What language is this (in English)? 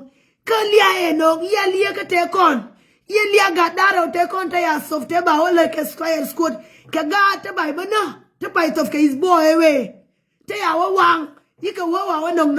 Nuer